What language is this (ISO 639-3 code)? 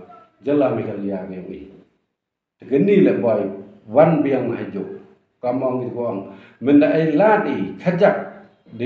pbv